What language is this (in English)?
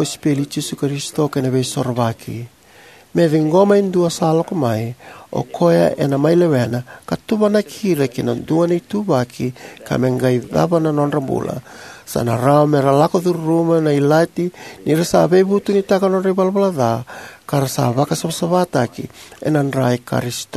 Fijian